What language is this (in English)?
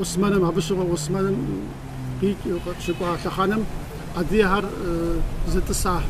Kabardian